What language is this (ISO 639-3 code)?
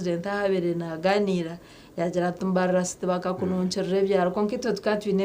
nyn